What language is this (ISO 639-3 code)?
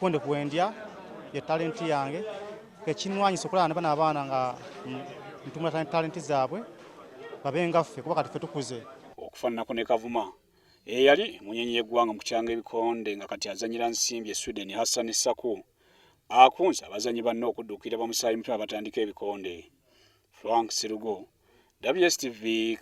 lug